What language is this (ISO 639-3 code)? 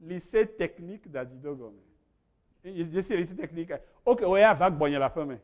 ewe